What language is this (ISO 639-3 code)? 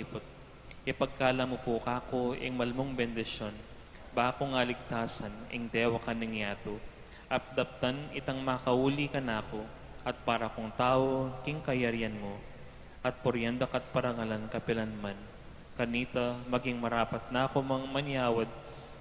pam